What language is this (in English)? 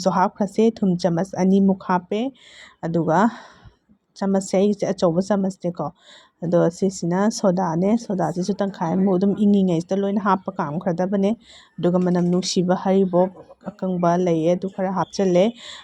Manipuri